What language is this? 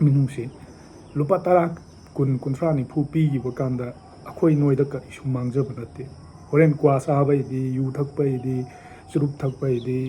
Manipuri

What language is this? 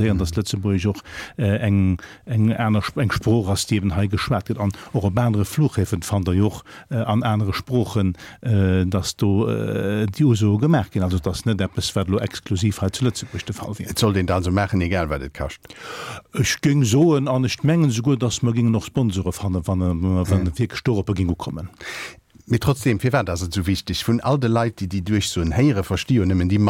Luxembourgish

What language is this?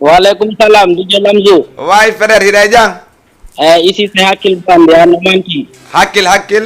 Fula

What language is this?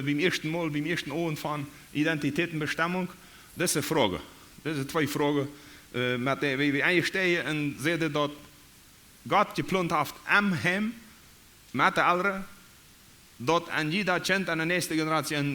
Plautdietsch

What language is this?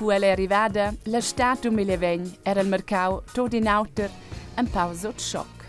Romansh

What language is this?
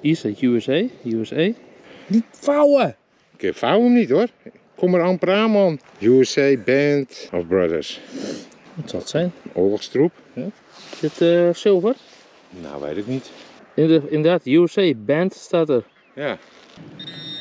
Dutch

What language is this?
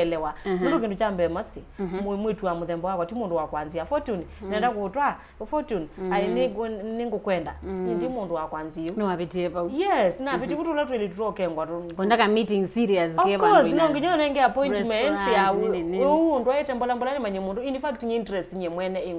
Kamba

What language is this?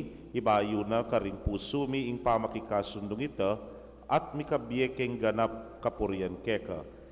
Pampanga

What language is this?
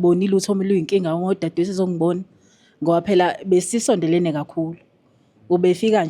Zulu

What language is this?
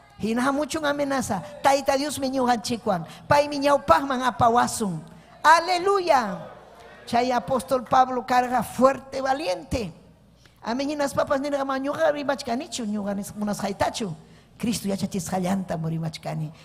Ayacucho Quechua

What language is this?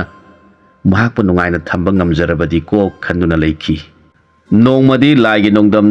Manipuri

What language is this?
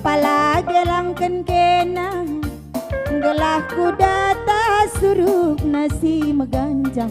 Batak Karo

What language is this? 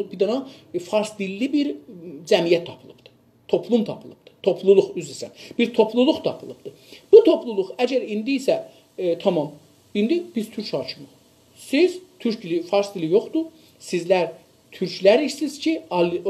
South Azerbaijani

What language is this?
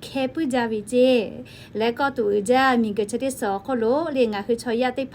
Lahu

